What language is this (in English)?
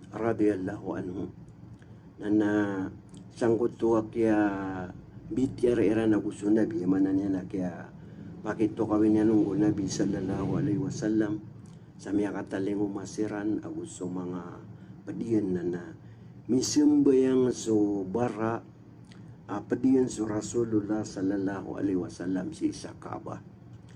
Maranao